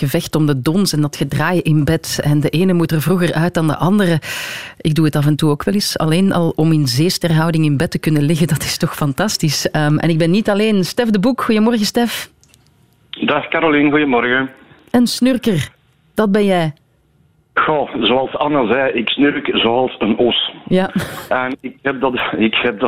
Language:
Dutch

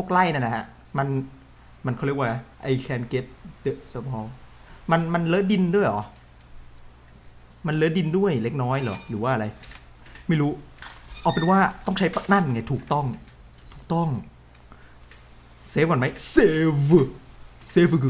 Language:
Thai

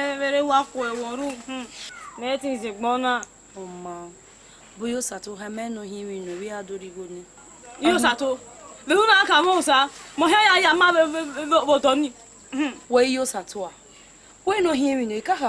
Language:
Bini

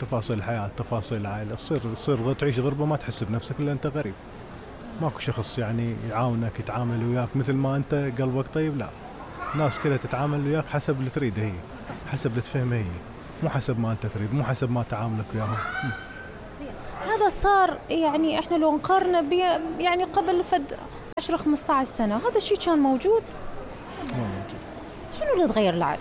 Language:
Mesopotamian Arabic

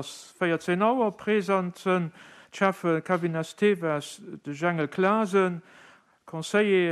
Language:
Luxembourgish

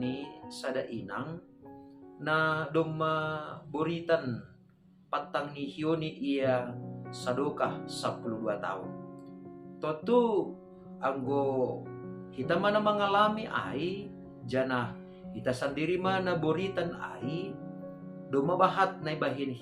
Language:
Batak Simalungun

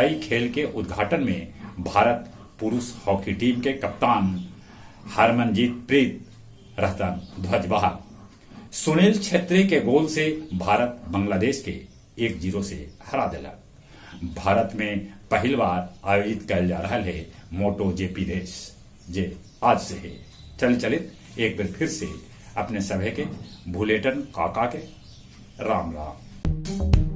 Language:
Magahi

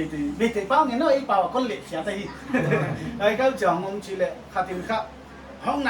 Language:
Paite Chin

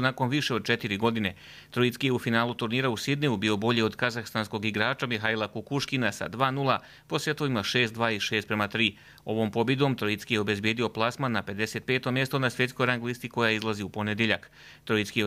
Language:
Croatian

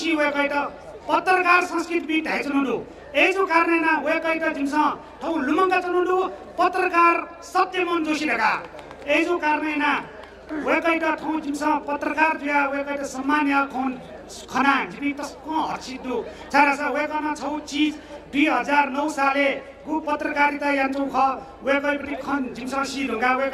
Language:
Newari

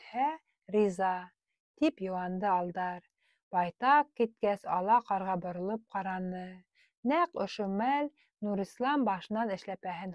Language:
Bashkir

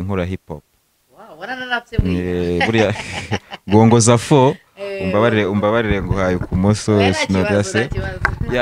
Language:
Kinyarwanda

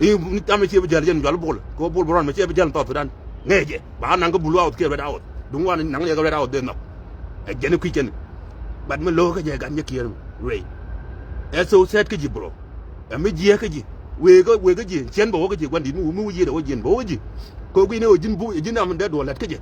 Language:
Nuer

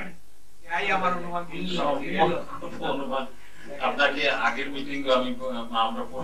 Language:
Bangla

